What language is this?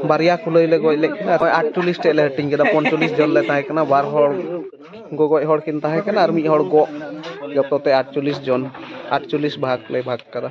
Santali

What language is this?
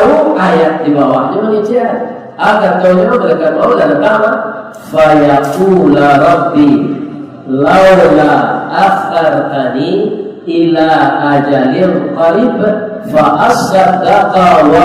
Minangkabau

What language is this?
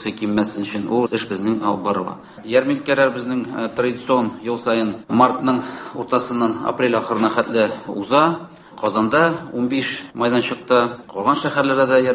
Tatar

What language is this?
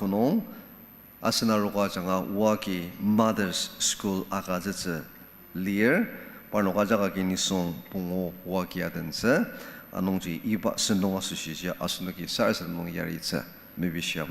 Ao Naga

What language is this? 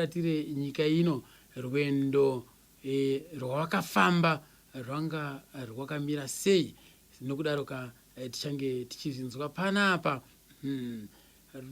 Shona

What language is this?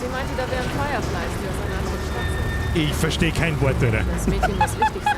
Bavarian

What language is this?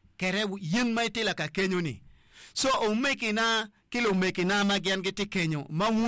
Acoli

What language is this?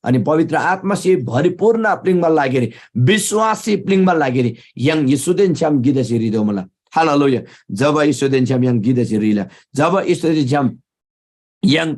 Eastern Tamang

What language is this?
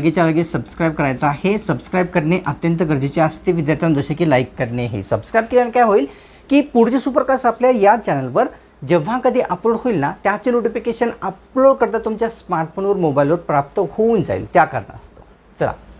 Marathi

